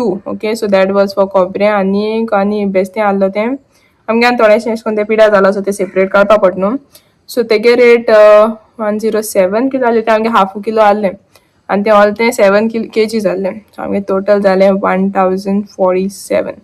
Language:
Konkani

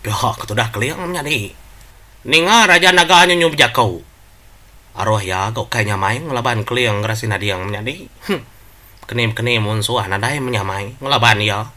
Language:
Iban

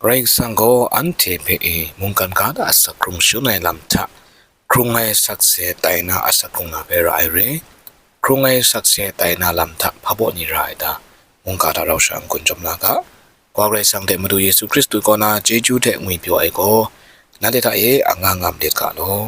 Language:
Kachin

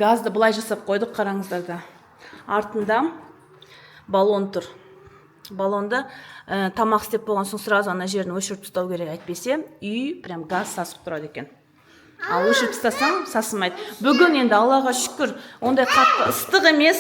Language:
Kazakh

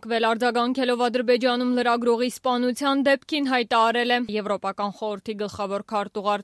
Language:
Armenian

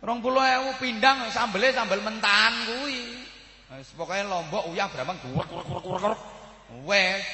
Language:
Javanese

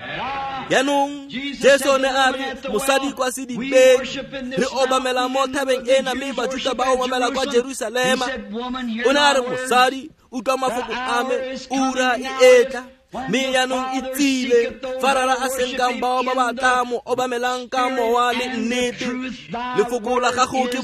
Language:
Tswana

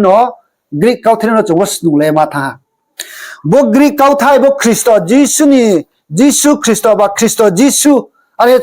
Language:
Riang (India)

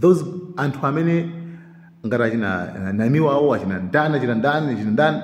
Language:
Nyanja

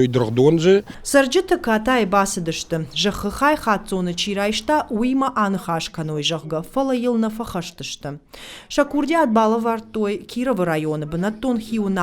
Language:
Ossetic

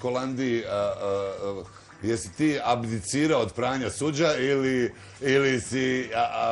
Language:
Bosnian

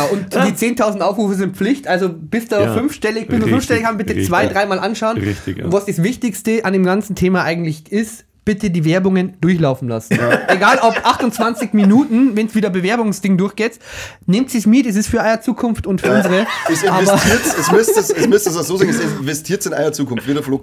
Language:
Bavarian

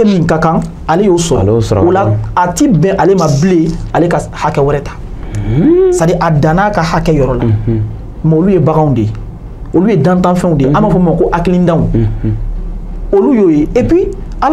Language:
Bambara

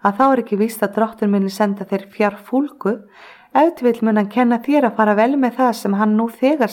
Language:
Icelandic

